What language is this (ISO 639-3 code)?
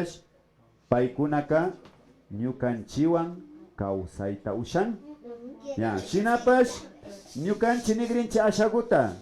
qvi